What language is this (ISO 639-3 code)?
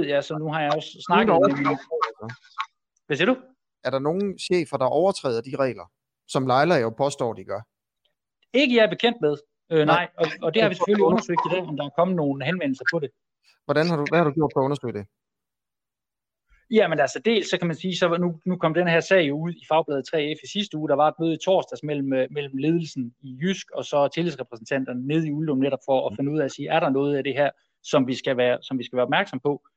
dan